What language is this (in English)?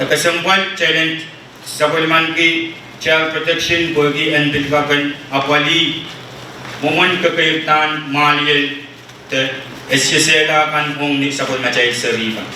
Pohnpeian